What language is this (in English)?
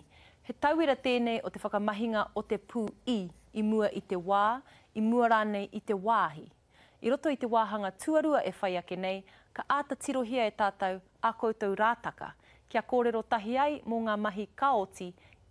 Māori